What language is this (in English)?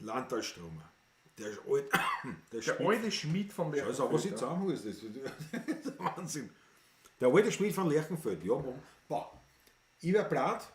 Bavarian